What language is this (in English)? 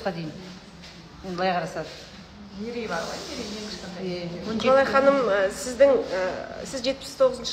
Kazakh